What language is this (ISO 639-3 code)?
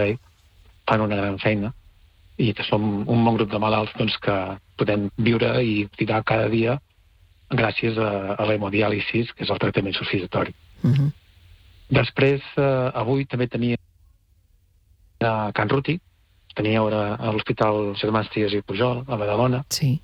cat